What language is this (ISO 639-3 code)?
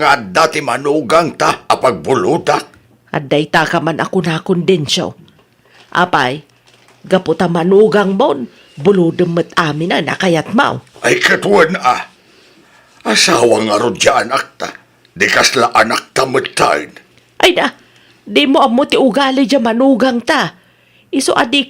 ilo